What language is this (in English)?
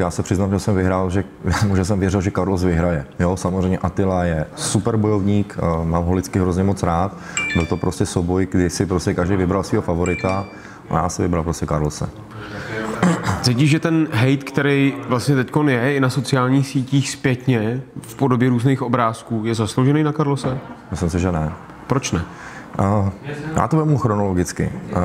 Czech